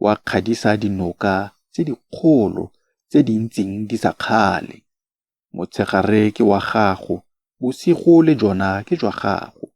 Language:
Tswana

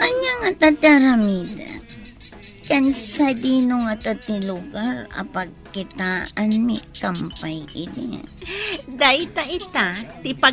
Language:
Iloko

